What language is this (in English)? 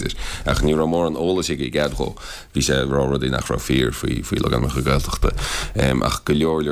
Irish